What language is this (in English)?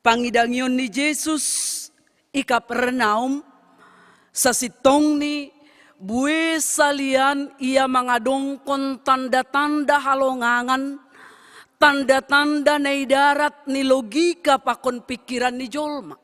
Batak Simalungun